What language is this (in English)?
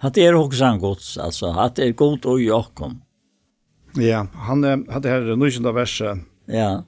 Faroese